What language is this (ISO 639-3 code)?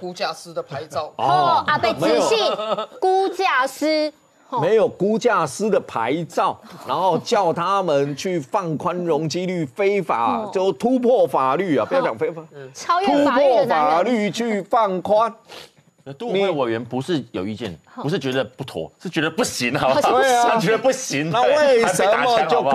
zho